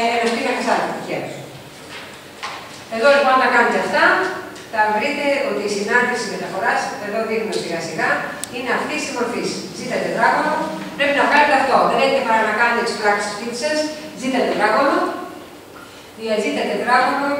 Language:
Greek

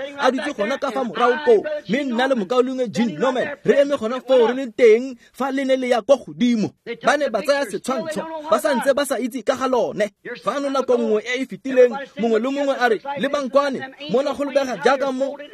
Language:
Tswana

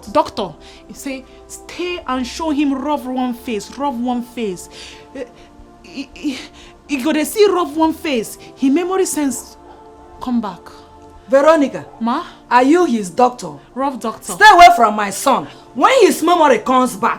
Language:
Nigerian Pidgin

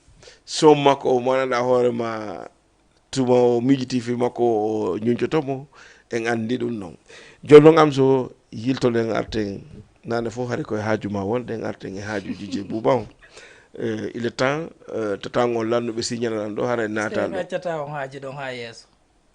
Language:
Fula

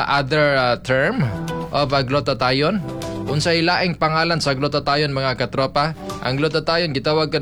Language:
Cebuano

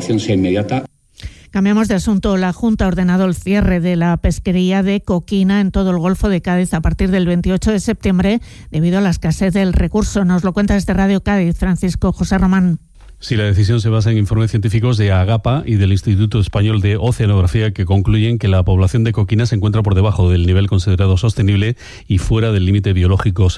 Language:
Spanish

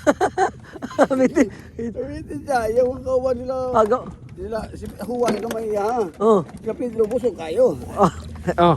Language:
Cebuano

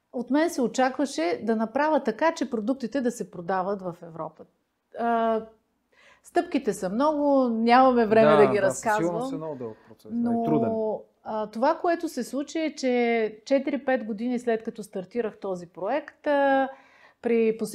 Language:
Bulgarian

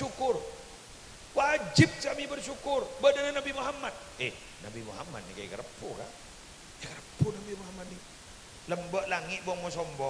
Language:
Madurese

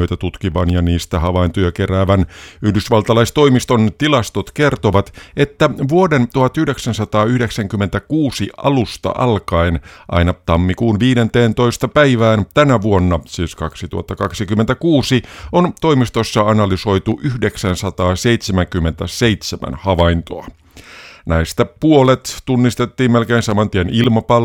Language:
Finnish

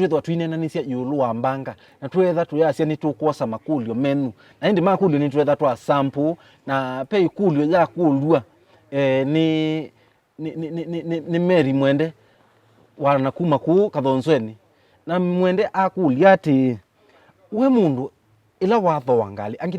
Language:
Kamba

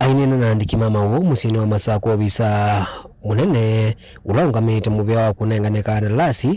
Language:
Kamba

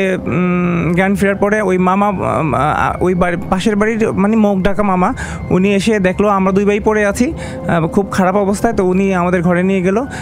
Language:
Bangla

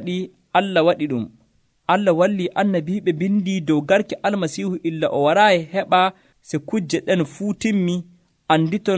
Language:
Nigerian Fulfulde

